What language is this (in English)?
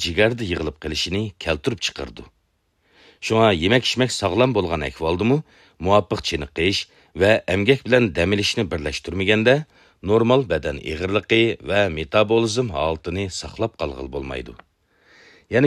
Uyghur